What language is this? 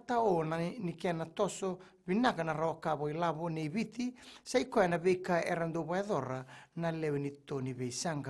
Fijian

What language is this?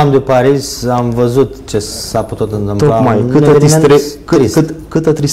Romanian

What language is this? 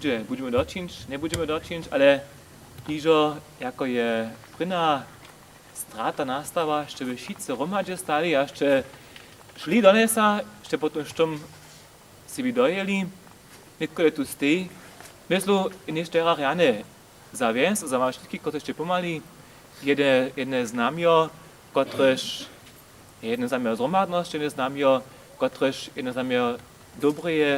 Upper Sorbian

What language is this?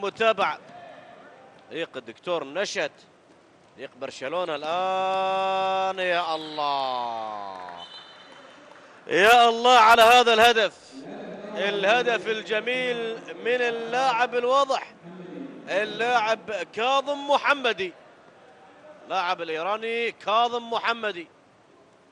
Gulf Arabic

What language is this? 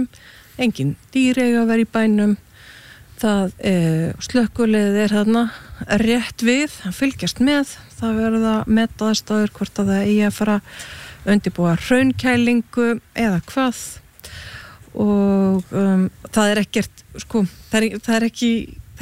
Icelandic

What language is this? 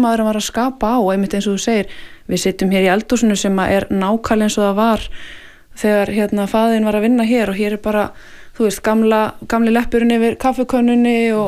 Icelandic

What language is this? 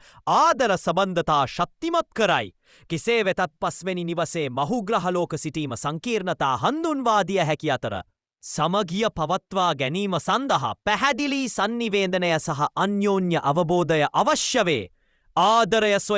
Sinhala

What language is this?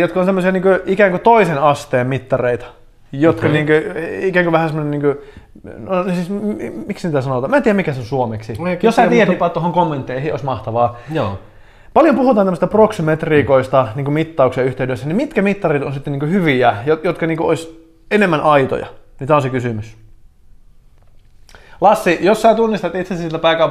Finnish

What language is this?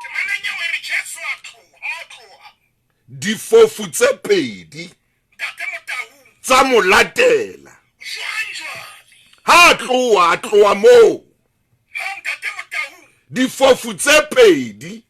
Southern Sotho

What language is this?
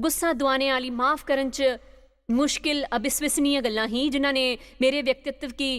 Dogri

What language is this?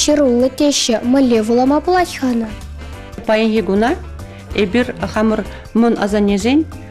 Chuvash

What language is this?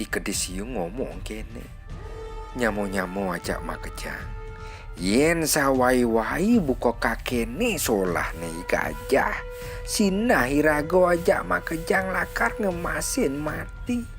Balinese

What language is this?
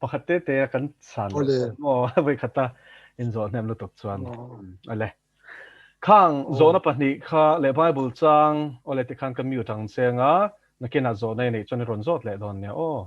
Mizo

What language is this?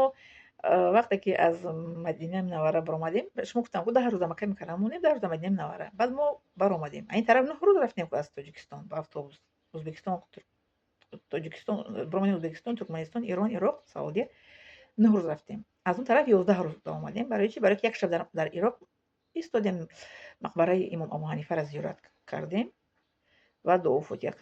Tajik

